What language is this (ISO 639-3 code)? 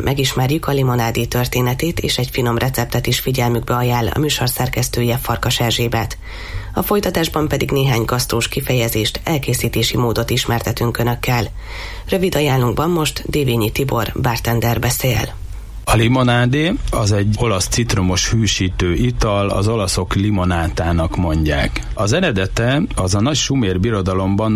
hun